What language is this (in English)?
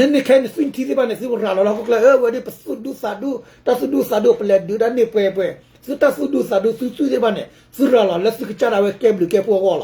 S'gaw Karen